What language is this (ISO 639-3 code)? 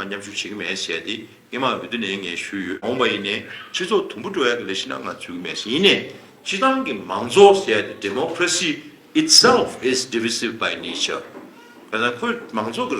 bod